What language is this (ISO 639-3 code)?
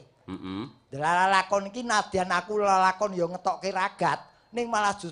jav